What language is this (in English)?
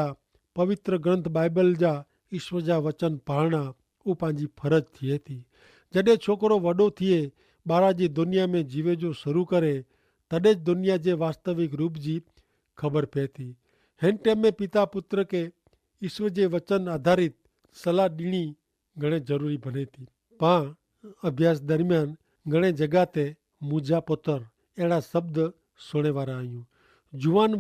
Kachhi